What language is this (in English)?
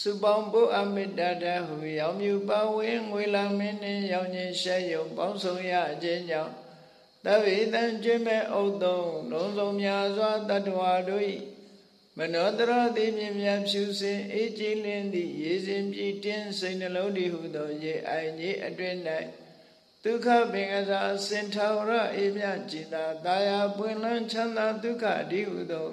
Burmese